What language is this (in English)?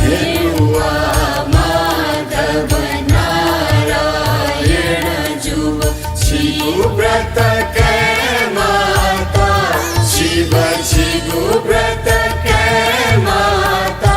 Newari